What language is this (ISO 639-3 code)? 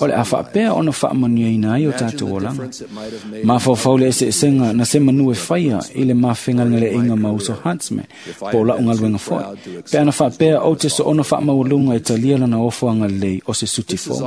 smo